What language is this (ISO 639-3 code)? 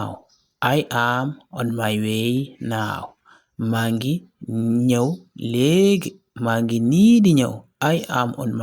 wol